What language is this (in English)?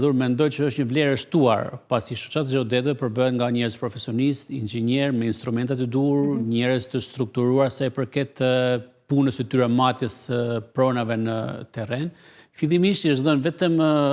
Albanian